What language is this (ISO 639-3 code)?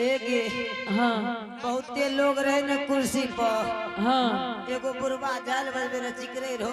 anp